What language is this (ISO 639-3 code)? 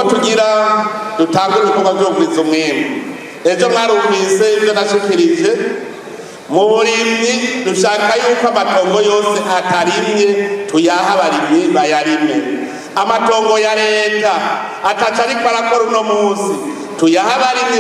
run